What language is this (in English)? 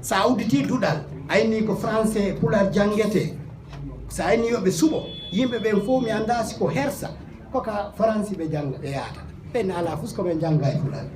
Fula